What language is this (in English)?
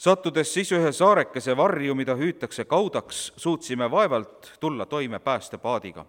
Estonian